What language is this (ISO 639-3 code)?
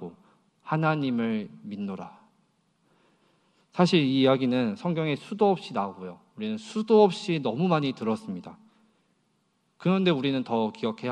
kor